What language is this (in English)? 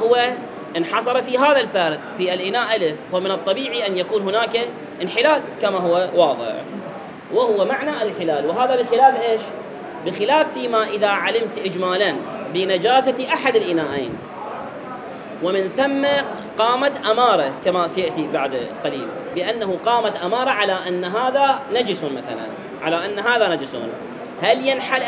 Arabic